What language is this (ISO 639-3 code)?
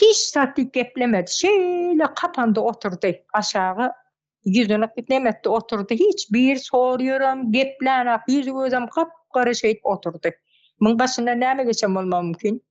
tuk